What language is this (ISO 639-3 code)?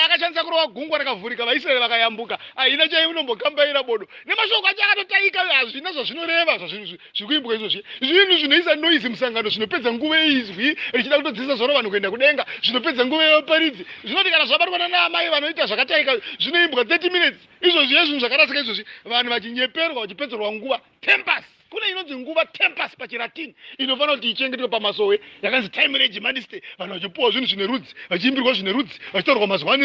sna